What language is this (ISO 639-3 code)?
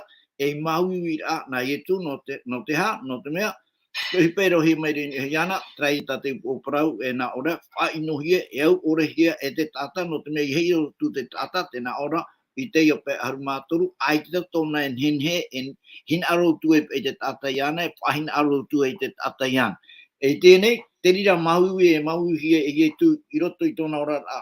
tah